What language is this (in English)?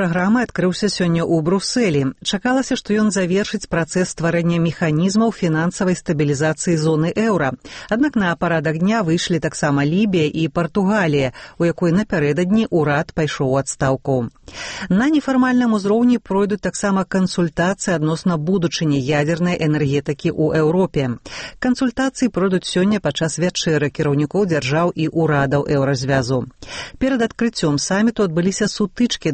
Belarusian